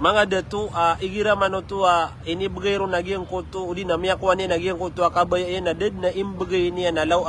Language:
Maranao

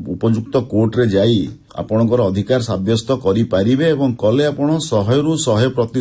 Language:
Odia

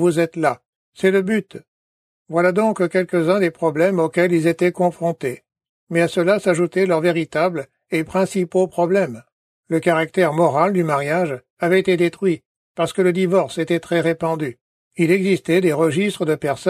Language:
French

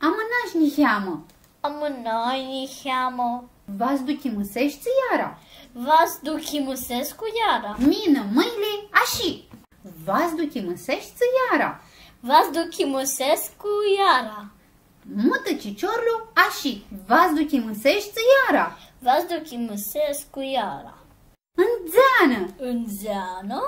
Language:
Aromanian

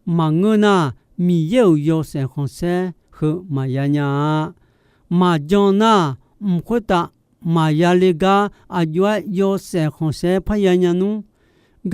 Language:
Akha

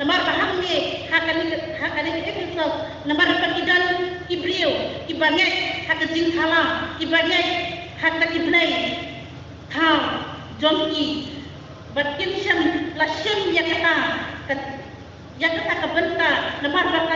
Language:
Khasi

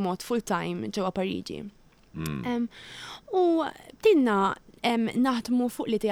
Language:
Maltese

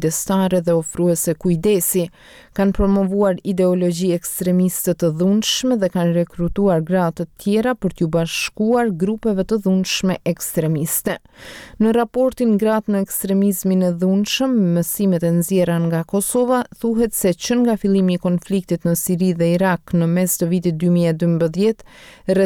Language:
Albanian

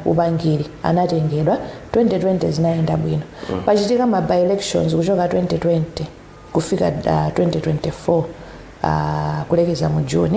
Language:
Nyanja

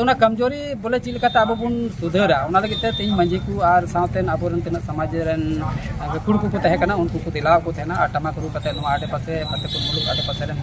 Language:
Santali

